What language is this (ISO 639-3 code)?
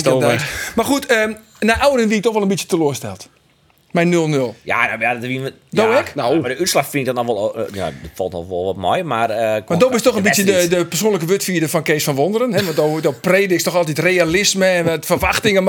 fry